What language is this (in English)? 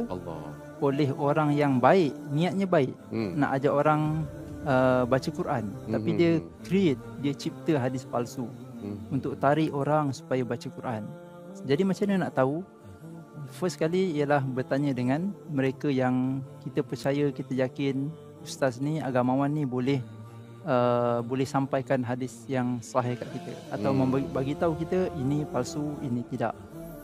Malay